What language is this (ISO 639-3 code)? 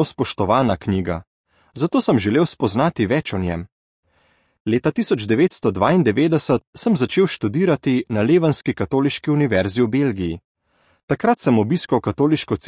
slv